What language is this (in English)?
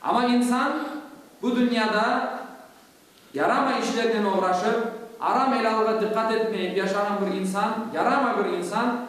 Crimean Tatar